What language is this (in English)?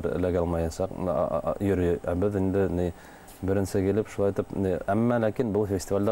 Bashkir